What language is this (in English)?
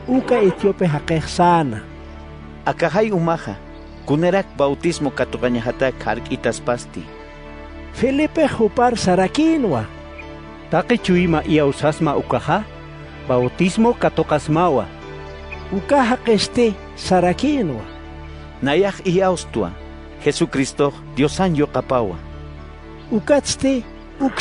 Aymara